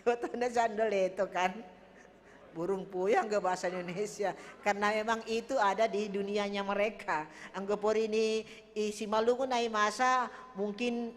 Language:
Batak Simalungun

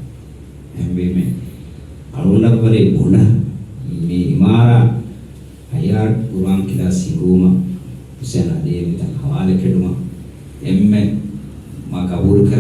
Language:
Divehi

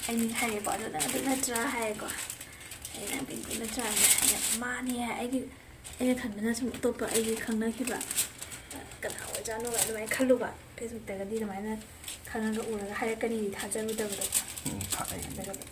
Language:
Manipuri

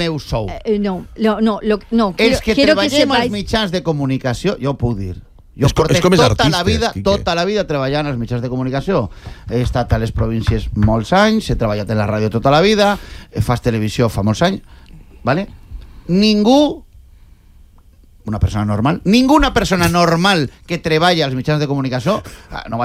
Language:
Catalan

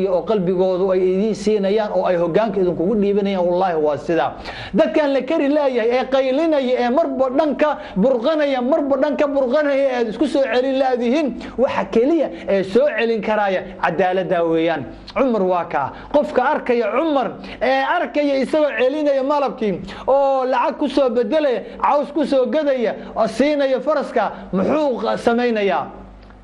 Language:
Somali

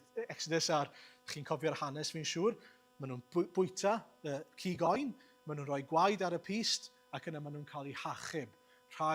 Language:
Welsh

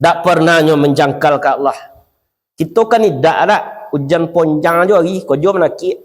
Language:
Minangkabau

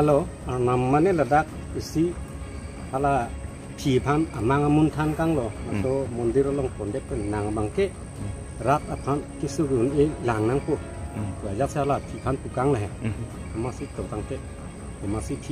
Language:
Karbi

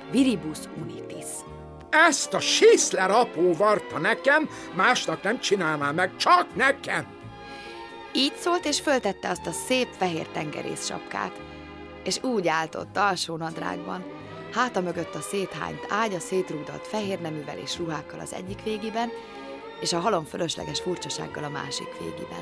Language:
Hungarian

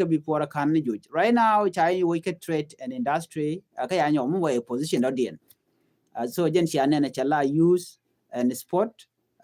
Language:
Nuer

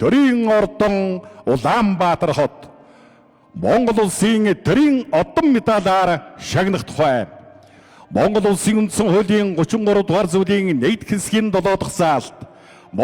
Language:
Mongolian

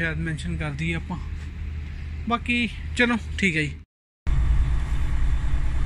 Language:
Punjabi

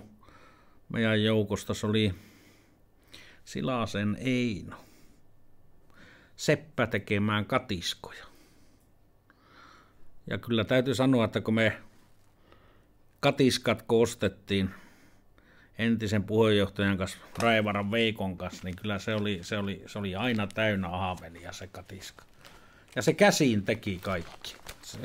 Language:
Finnish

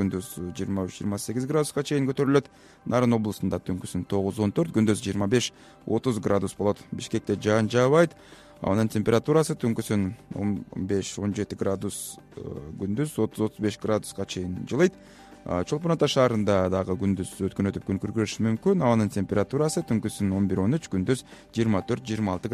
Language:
Kyrgyz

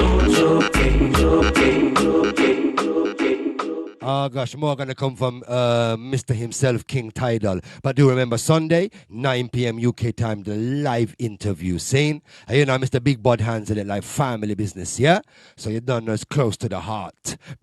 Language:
Jamaican Creole English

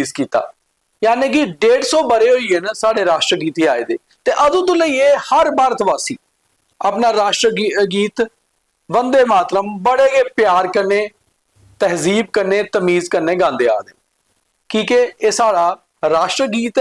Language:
Dogri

